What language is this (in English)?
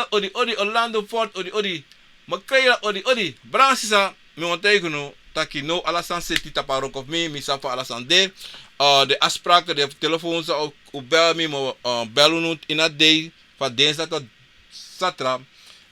Sranan Tongo